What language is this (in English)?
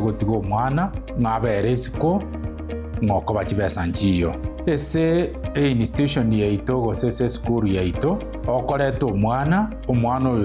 Gusii